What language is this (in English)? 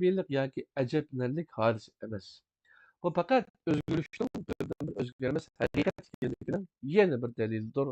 Uyghur